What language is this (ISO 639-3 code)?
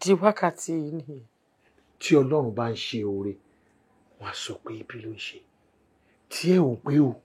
yor